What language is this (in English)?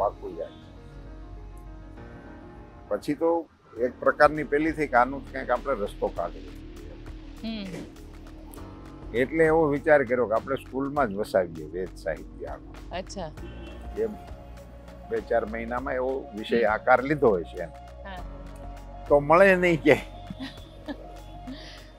Gujarati